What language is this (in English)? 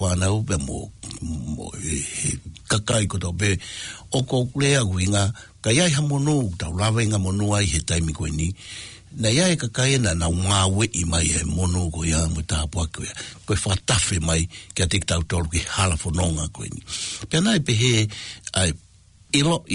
Tongan